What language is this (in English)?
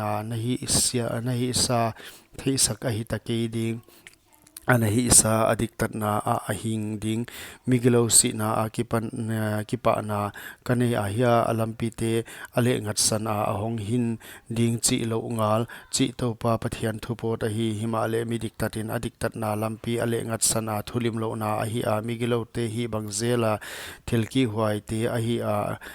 Paite Chin